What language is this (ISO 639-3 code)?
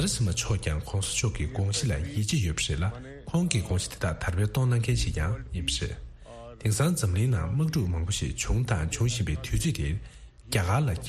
bod